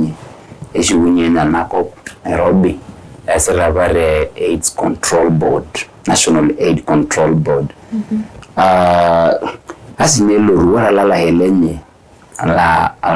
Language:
Masai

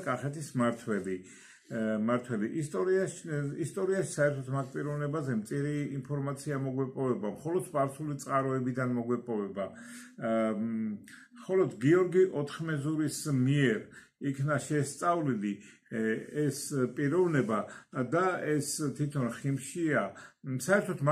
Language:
Georgian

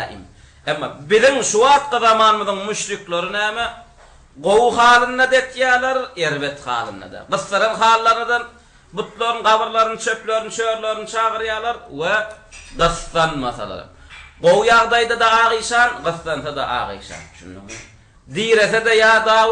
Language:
Turkmen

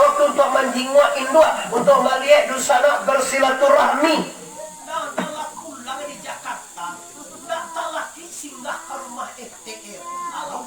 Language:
Minangkabau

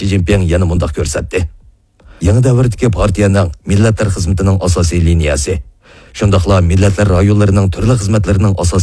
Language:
Uyghur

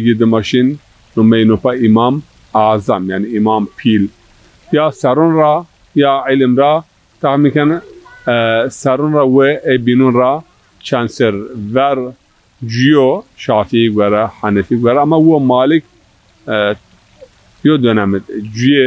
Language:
Zaza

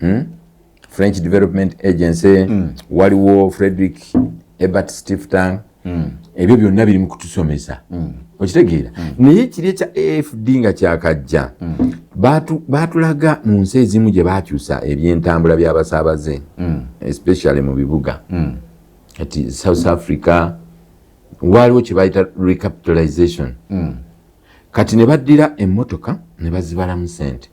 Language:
Ganda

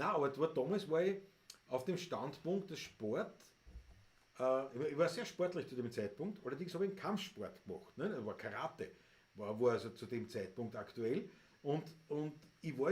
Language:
Bavarian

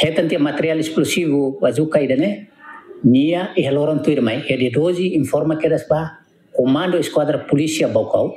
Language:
Tetum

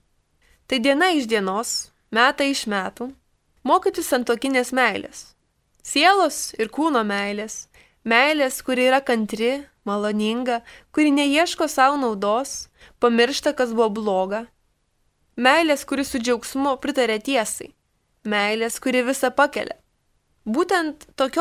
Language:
Lithuanian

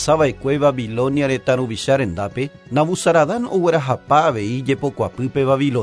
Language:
Guarani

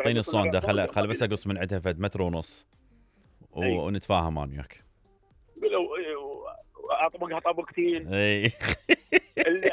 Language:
Mesopotamian Arabic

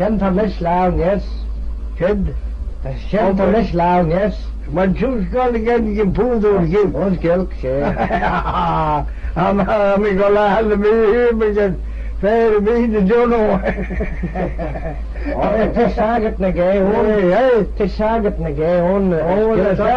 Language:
Manx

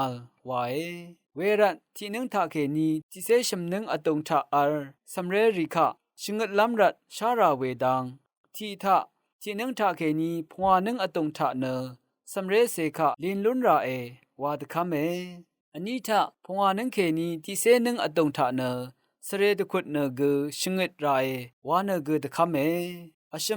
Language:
Rawang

